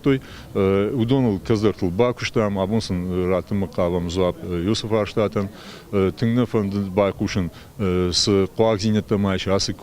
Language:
Ossetic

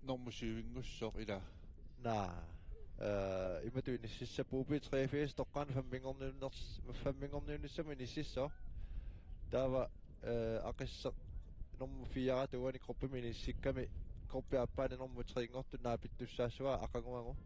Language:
Kalaallisut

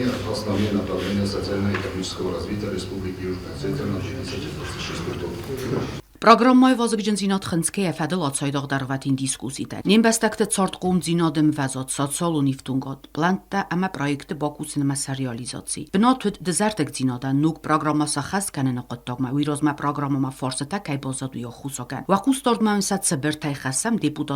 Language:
Ossetic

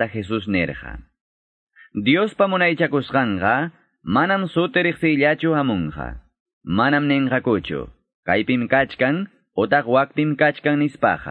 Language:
Ayacucho Quechua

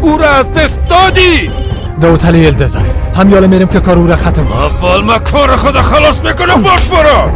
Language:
Persian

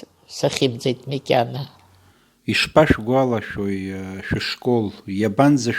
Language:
Abkhazian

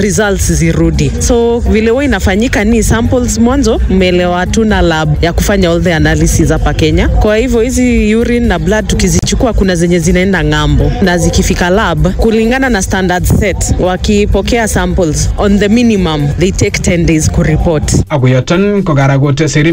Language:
Swahili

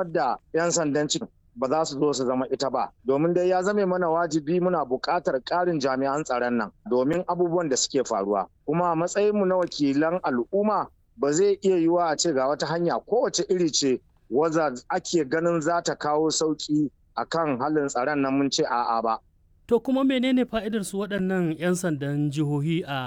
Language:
Hausa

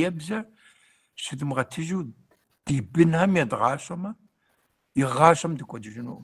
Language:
Kabardian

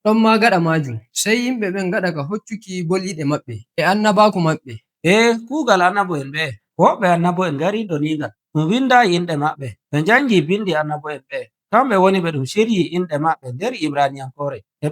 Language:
Nigerian Fulfulde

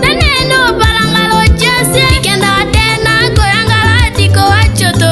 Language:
Tetela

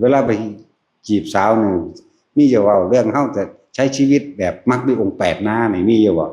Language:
Northeastern Thai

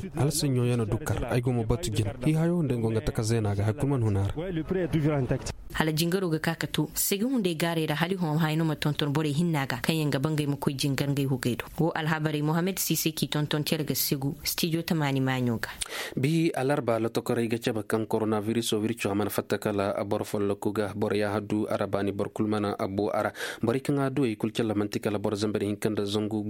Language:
Zarma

